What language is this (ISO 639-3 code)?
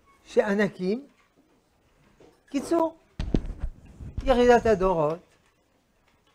heb